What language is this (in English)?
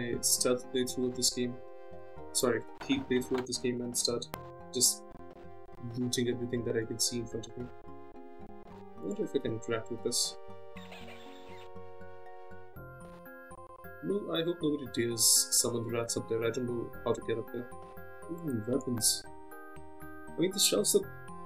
English